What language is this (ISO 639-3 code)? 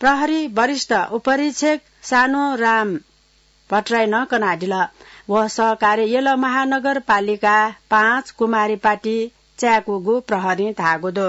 new